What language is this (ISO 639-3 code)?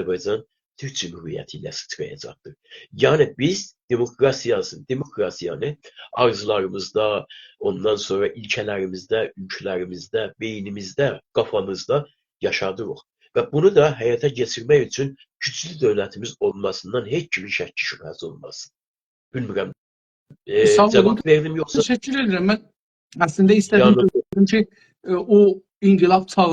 azb